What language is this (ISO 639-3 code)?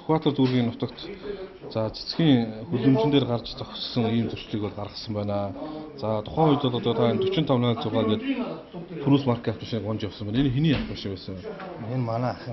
mon